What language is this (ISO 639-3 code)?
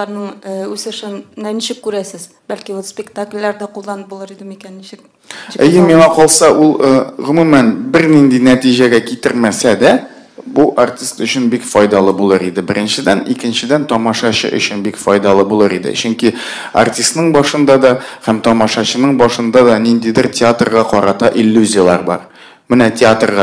tat